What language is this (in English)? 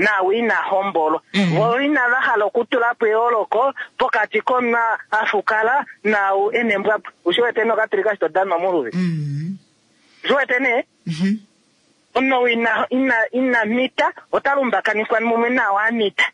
Kuanyama